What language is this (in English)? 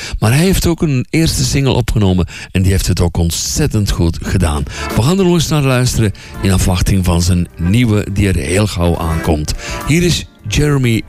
Dutch